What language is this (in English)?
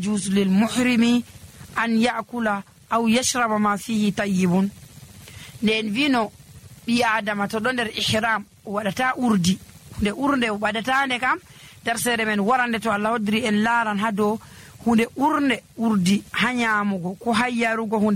Nigerian Fulfulde